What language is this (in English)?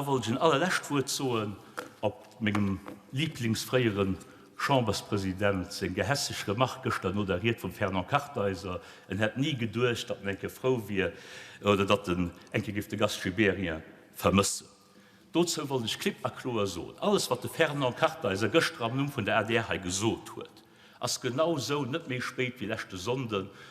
Luxembourgish